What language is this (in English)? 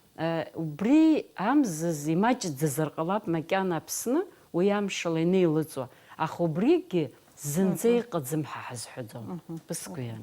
Abkhazian